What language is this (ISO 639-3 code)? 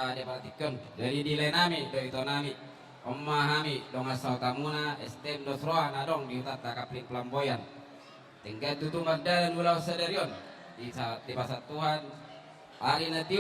bbc